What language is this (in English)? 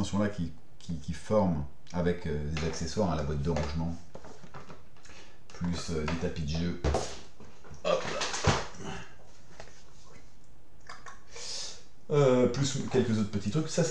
French